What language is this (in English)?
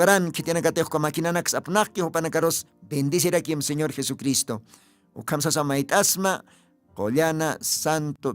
Aymara